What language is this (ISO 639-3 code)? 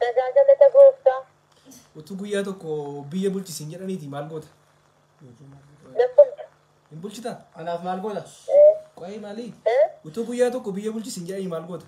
orm